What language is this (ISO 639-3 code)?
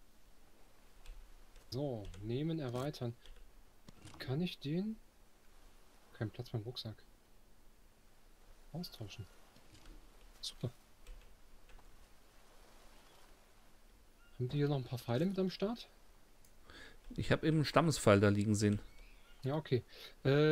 deu